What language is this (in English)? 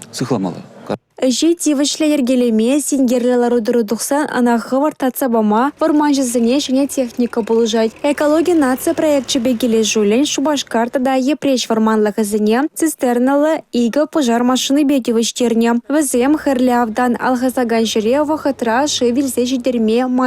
Chuvash